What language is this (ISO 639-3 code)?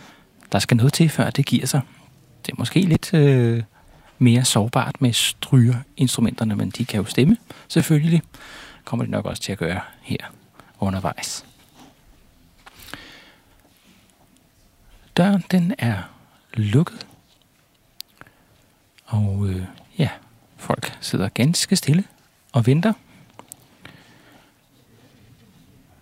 dan